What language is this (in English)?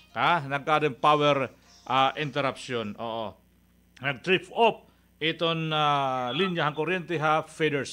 Filipino